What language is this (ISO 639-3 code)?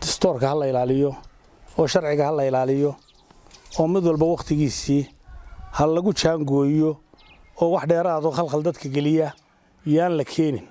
som